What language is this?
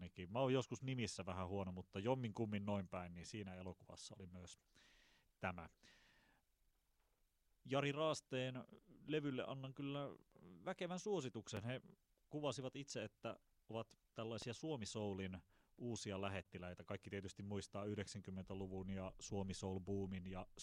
Finnish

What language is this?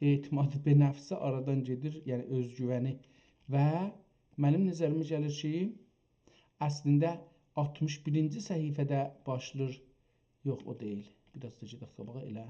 South Azerbaijani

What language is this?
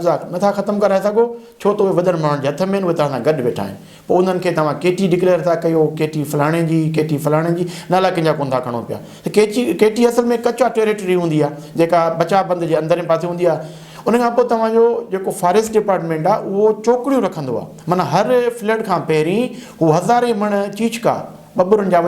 Sindhi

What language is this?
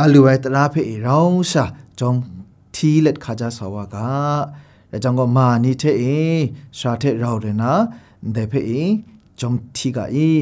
Kachin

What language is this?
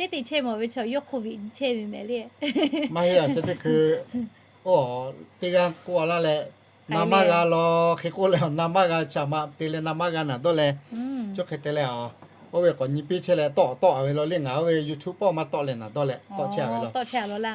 Lahu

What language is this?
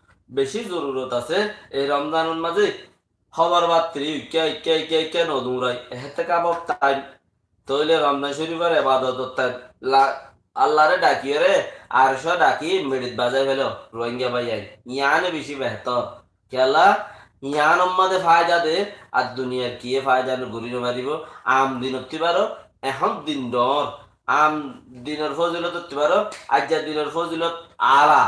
Rohingya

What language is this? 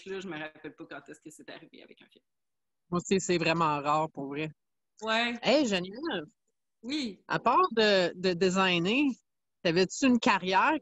French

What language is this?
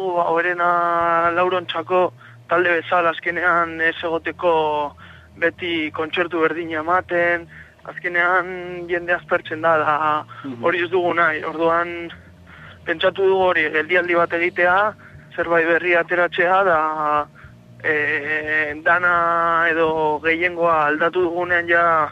Basque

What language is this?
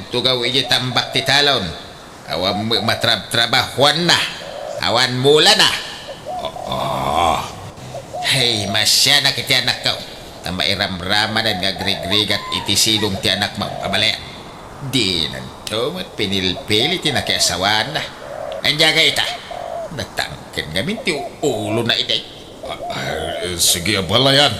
Iloko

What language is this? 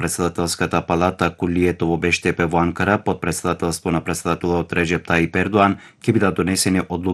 Macedonian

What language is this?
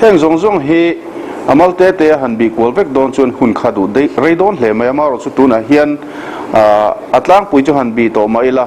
Mizo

